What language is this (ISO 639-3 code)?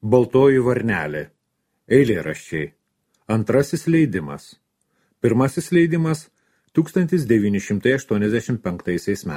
lit